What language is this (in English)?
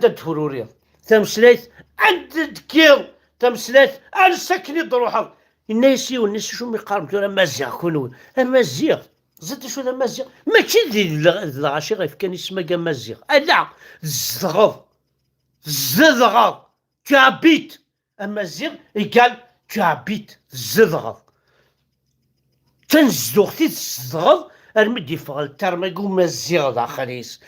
Kabyle